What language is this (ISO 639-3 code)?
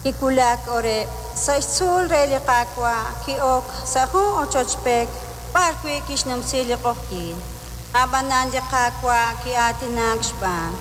kek